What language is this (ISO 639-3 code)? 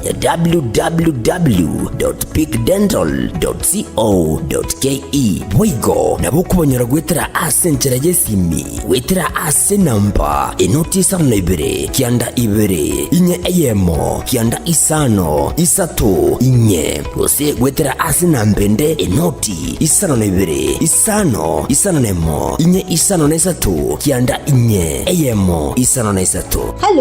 guz